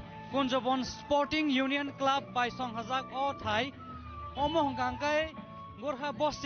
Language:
Kok Borok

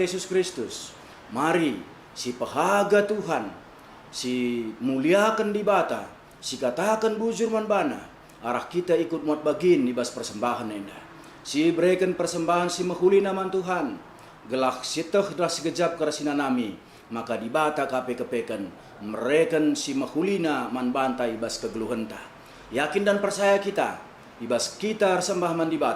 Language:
Batak Karo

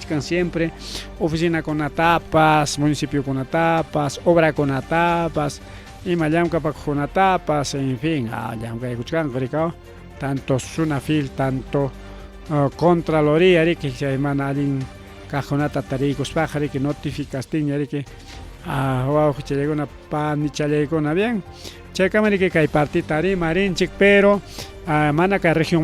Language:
Ayacucho Quechua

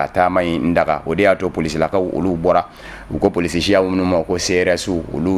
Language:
Bambara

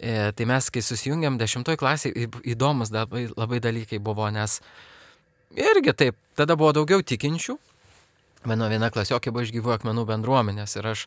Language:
Lithuanian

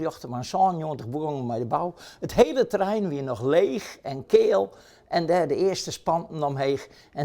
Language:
Western Frisian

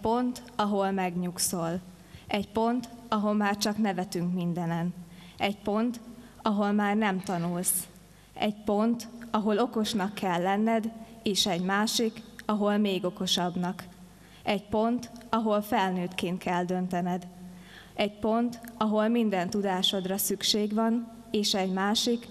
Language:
Hungarian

